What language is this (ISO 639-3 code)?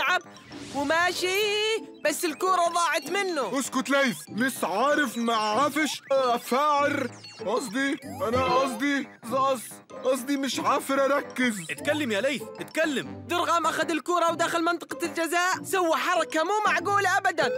ara